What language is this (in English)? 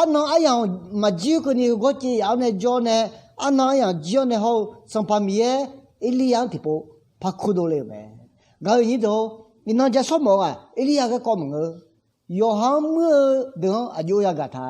Akha